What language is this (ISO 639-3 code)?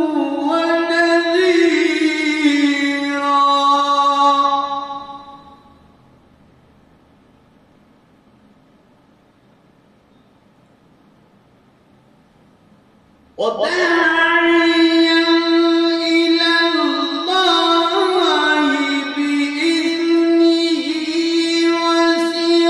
ara